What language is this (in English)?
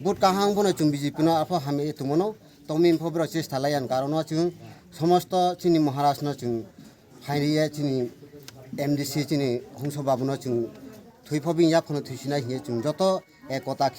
Kok Borok